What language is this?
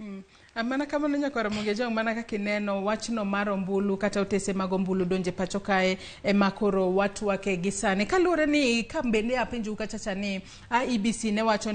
Luo (Kenya and Tanzania)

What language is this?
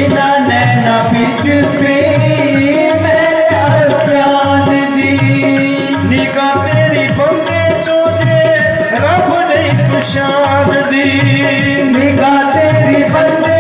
Dogri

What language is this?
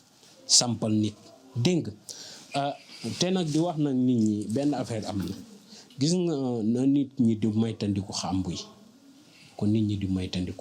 Wolof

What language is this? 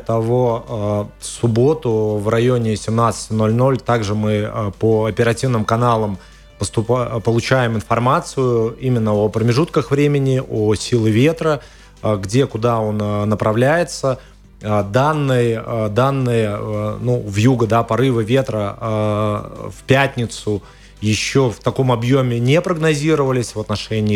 Russian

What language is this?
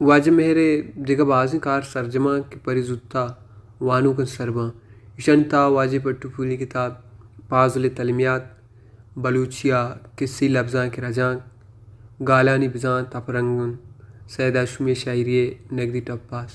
Baluchi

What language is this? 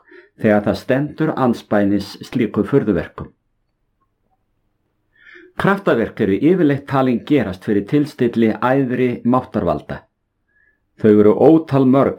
Icelandic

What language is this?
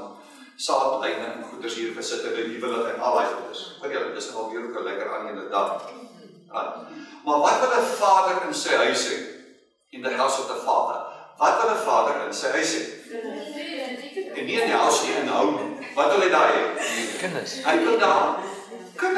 Afrikaans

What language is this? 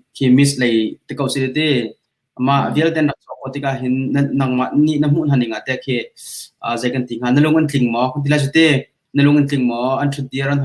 Hakha Chin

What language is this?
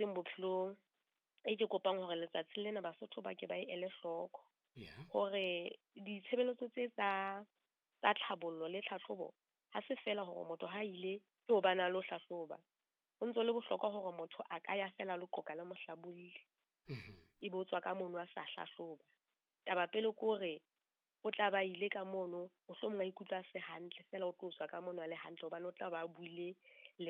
Southern Sotho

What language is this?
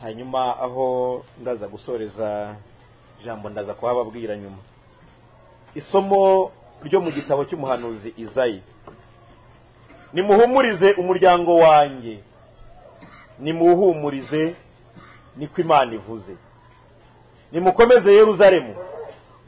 Kinyarwanda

